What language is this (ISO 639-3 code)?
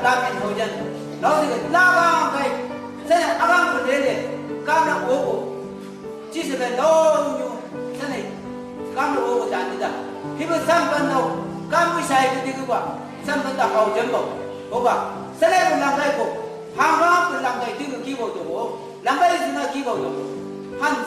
nbc